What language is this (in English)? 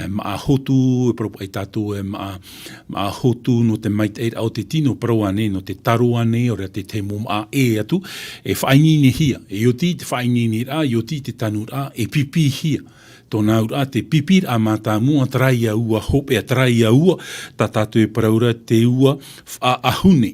Tahitian